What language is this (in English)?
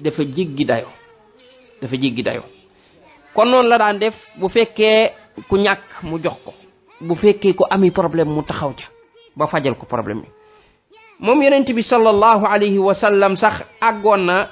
Wolof